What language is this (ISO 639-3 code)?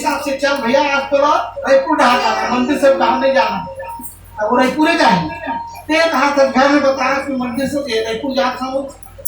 hne